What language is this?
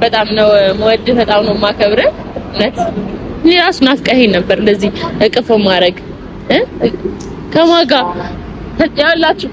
Amharic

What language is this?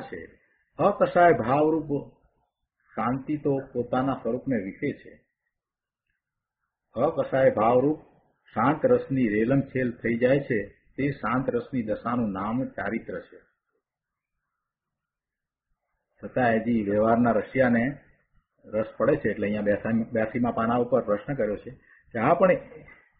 Gujarati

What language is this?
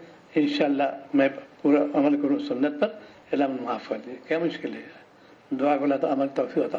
Urdu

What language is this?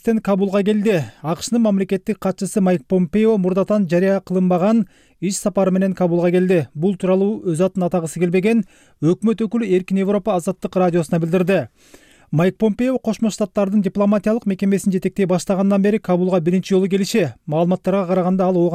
Kyrgyz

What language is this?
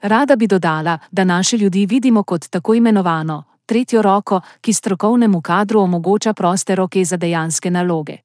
Slovenian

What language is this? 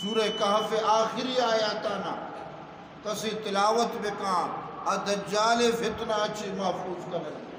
Eastern Balochi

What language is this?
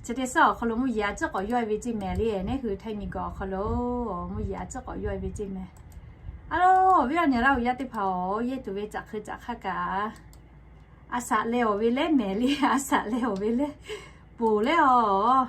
Lahu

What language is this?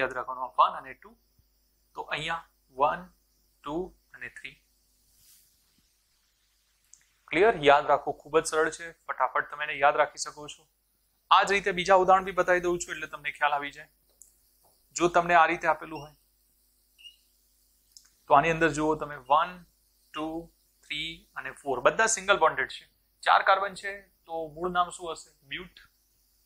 Gujarati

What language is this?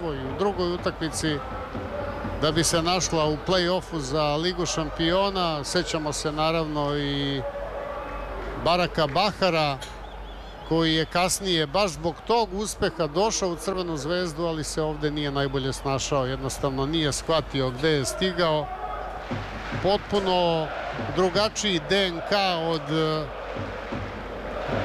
Serbian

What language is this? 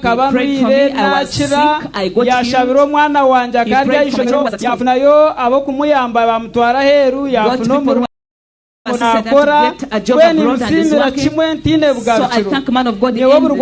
Nyankole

